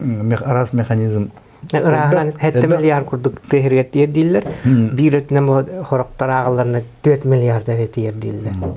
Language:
Yakut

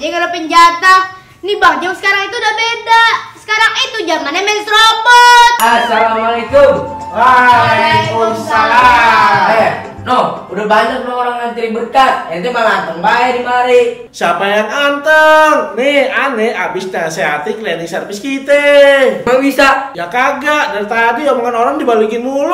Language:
Betawi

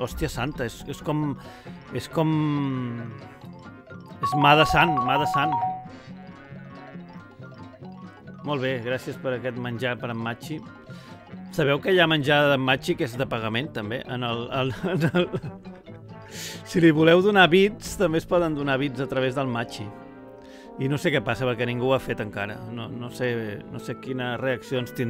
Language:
Catalan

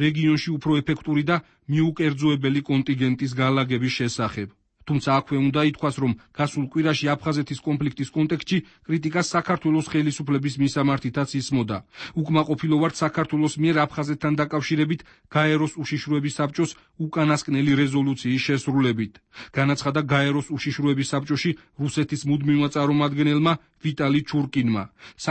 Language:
Georgian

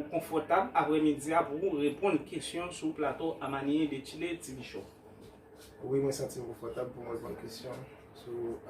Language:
Haitian Creole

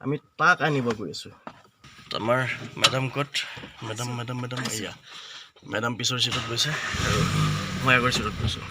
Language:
Assamese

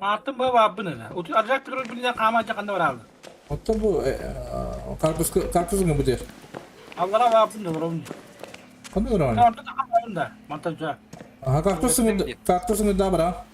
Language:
Yakut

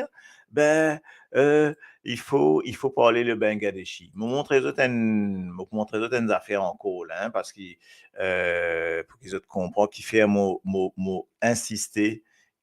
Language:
Morisyen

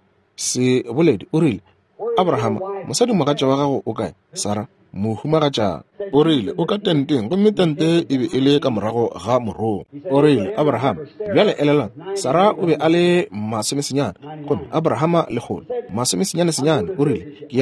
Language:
Northern Sotho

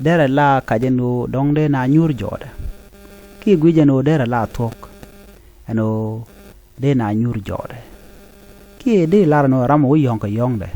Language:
Nuer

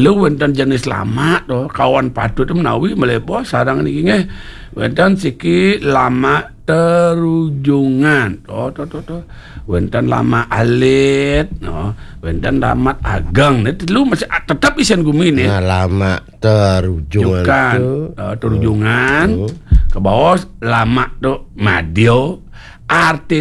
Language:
Balinese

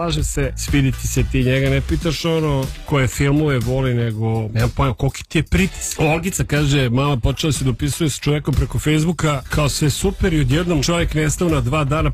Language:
Serbian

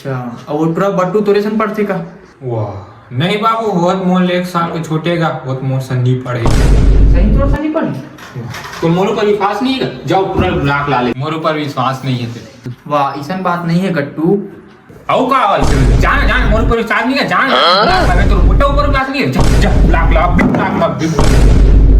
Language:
Chhattisgarhi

